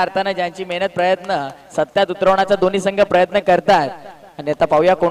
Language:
Marathi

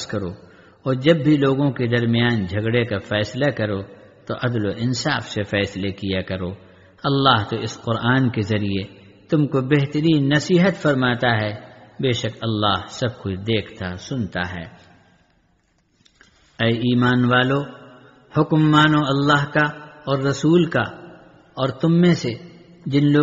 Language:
Urdu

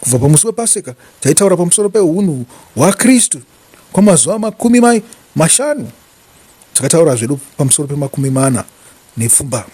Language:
Shona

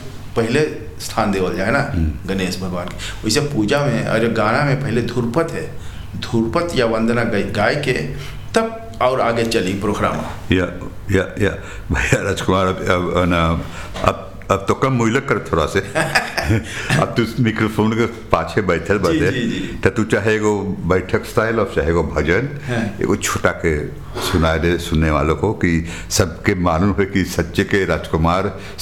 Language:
Bhojpuri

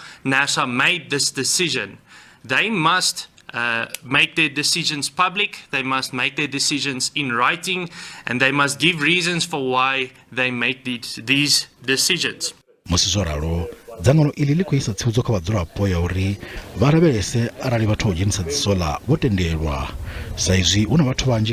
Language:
Venda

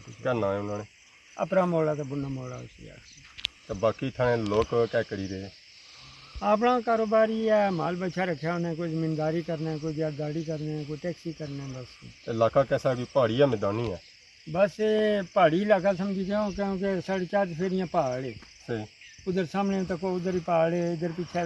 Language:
Pahari-Potwari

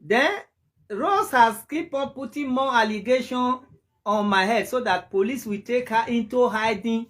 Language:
Nigerian Pidgin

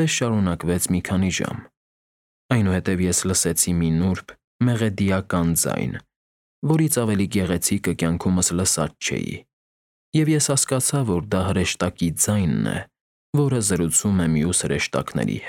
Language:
Armenian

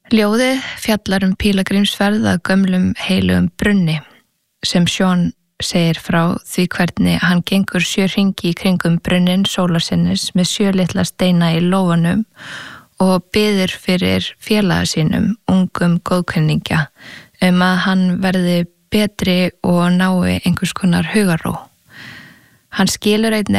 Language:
Icelandic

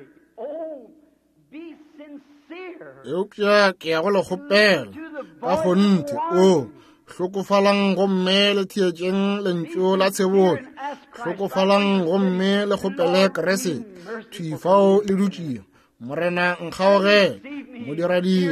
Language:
Northern Sotho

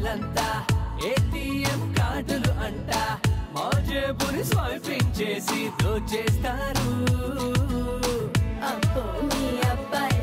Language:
Telugu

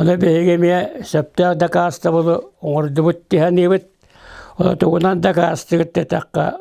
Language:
Yakut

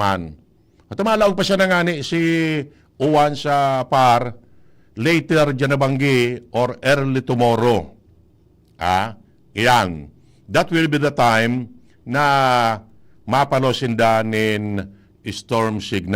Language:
Bikol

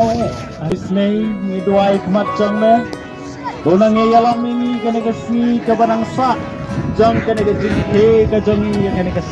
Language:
Khasi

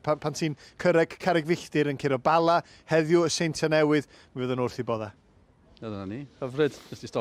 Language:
Welsh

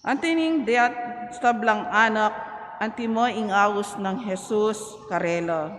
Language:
Pampanga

